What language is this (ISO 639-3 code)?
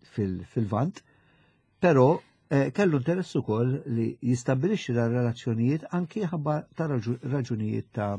mlt